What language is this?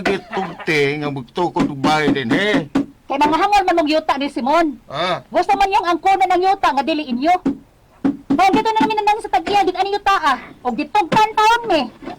Cebuano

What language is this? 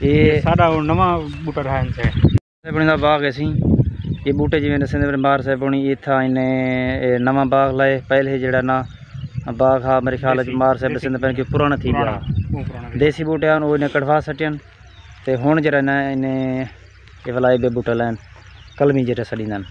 Saraiki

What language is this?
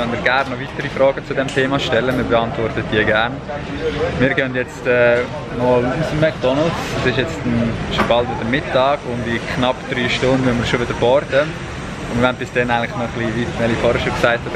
Swiss German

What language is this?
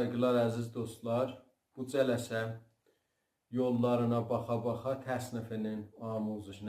South Azerbaijani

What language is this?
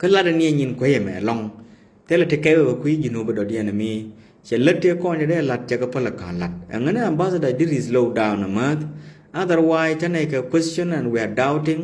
Nuer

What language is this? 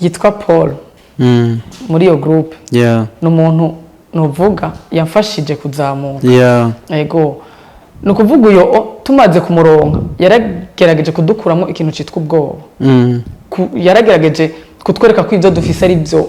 Rundi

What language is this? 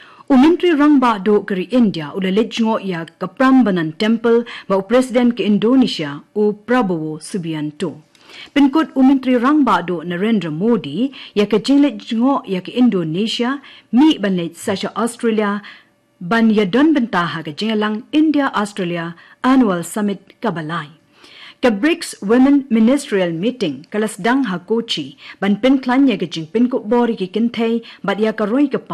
Khasi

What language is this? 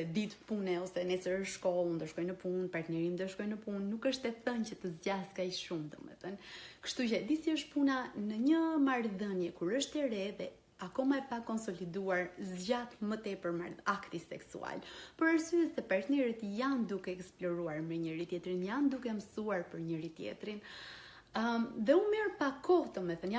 Albanian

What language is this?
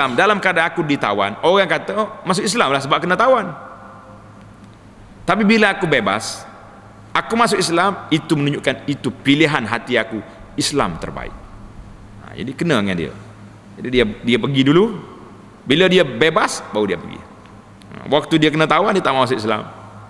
Malay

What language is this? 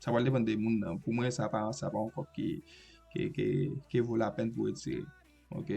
Haitian Creole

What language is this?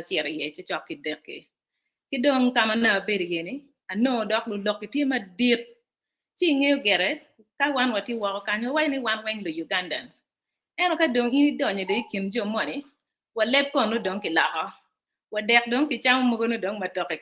Acoli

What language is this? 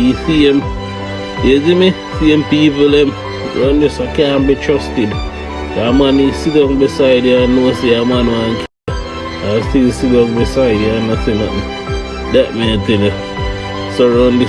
Jamaican Creole English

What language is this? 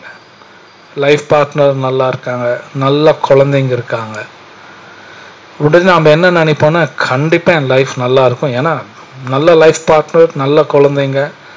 Tamil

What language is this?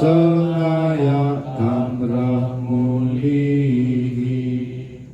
Batak Karo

